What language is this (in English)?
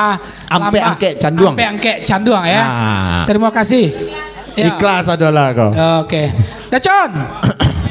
Minangkabau